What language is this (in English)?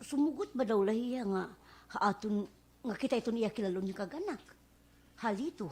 Waray